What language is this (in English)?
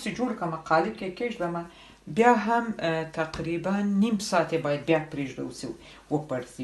Pashto